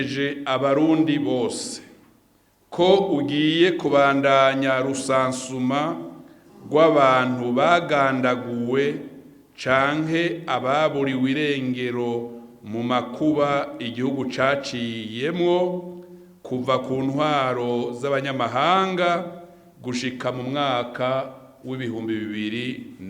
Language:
Rundi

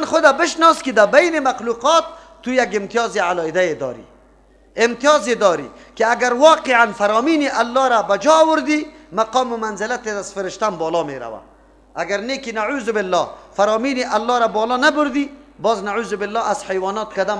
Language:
Persian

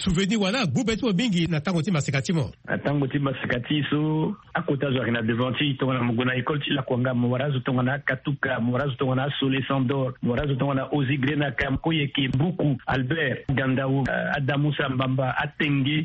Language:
Sango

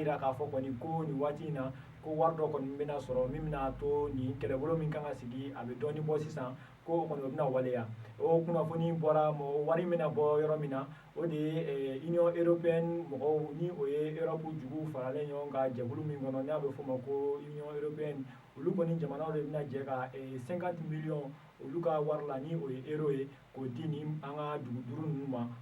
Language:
Bambara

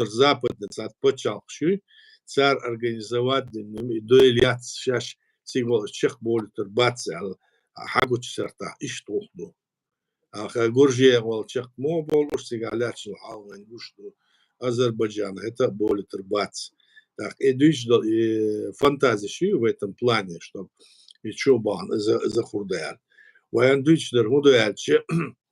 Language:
Chechen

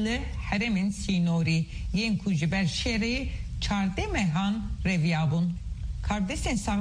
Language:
Kurdish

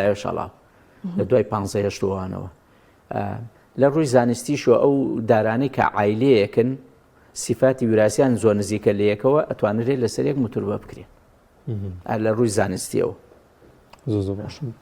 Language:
Central Kurdish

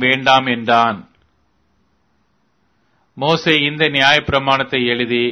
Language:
Tamil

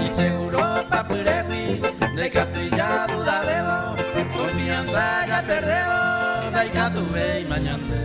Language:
Guarani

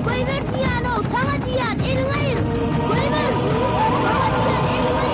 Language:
Turkmen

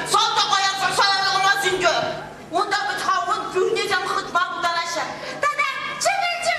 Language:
Chuvash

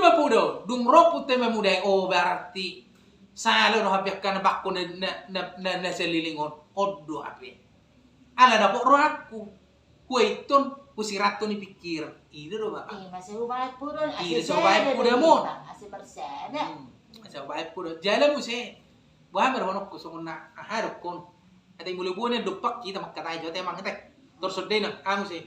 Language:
Batak Toba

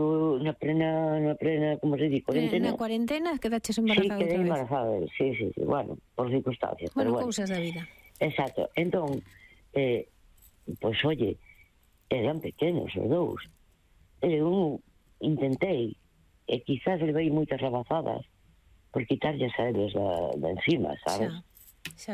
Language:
Galician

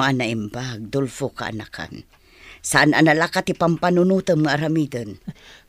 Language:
Iloko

